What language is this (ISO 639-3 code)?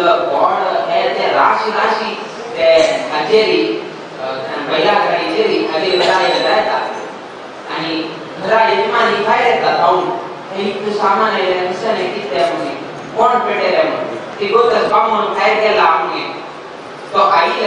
kok